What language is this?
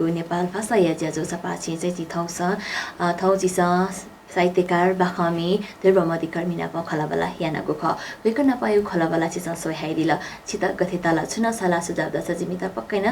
Newari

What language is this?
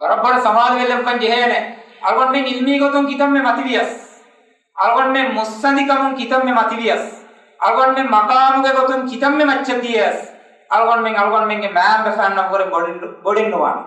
Divehi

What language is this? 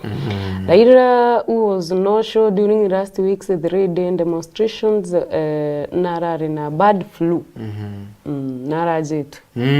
Meru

